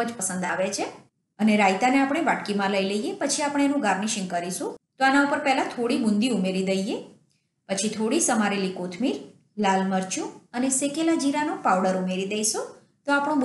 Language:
Gujarati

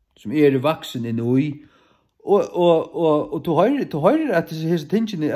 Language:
Faroese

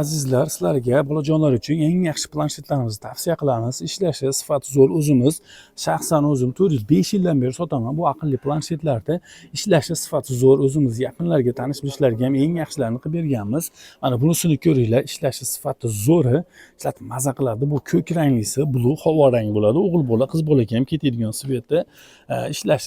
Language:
Uzbek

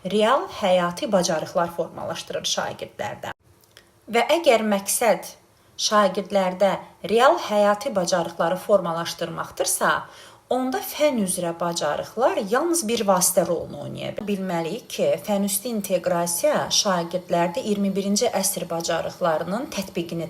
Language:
Azerbaijani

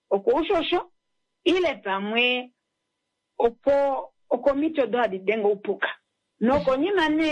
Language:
Kuanyama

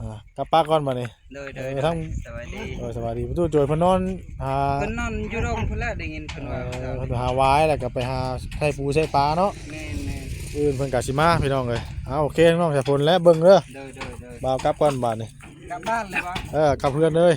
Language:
Northeastern Thai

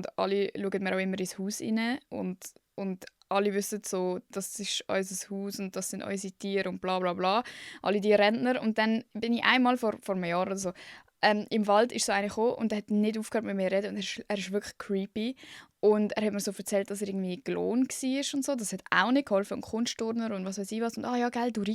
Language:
Swiss German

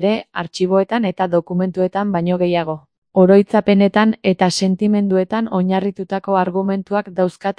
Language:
Basque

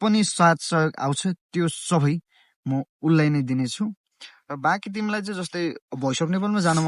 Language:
Nepali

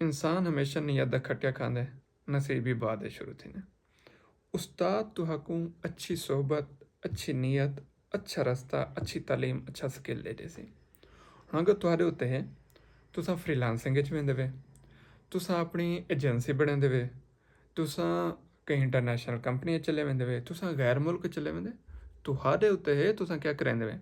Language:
Saraiki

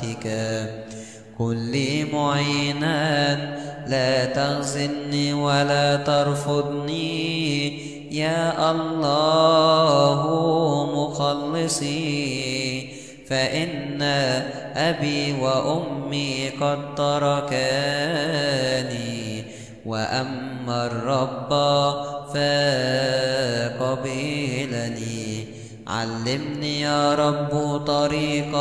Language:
Arabic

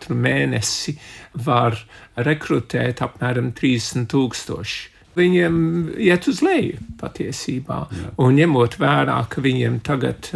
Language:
Latvian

